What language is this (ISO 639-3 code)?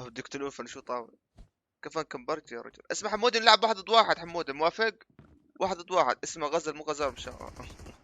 apc